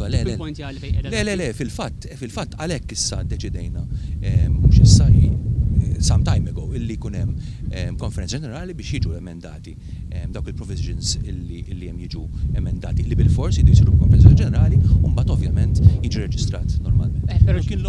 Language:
Maltese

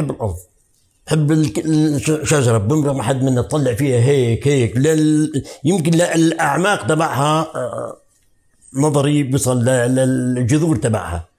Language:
North Levantine Arabic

